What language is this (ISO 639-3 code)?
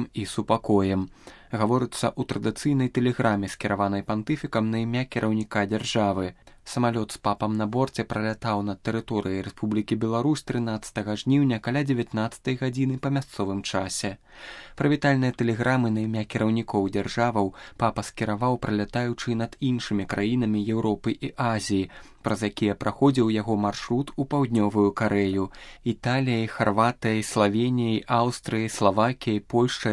bel